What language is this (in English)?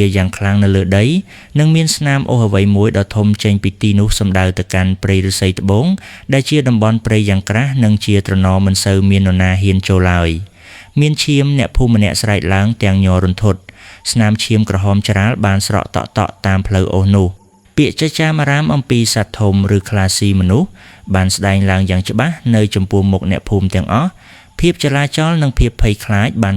Khmer